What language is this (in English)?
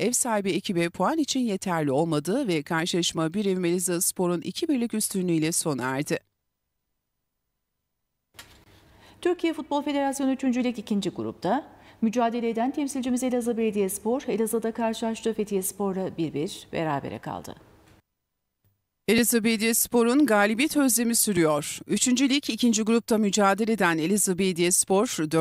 Turkish